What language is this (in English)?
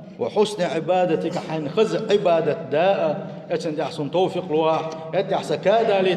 Chechen